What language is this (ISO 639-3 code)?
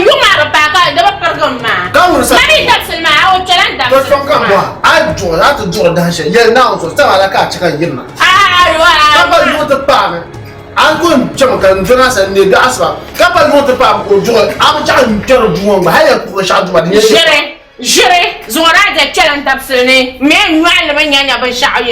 dag